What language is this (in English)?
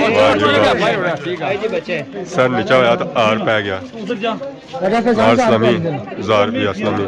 Pahari-Potwari